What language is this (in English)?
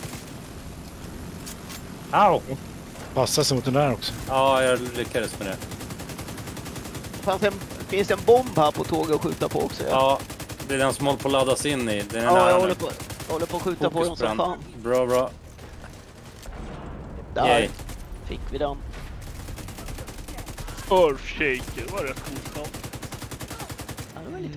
Swedish